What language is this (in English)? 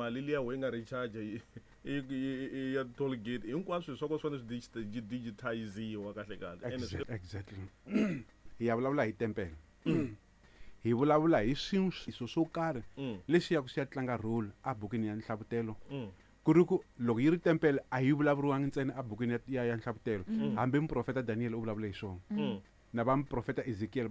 Tsonga